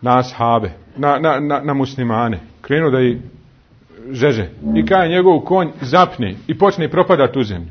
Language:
Bosnian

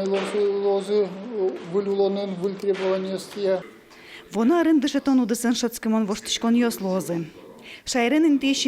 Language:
Udmurt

